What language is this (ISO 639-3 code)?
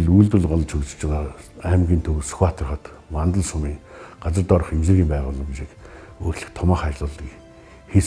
mon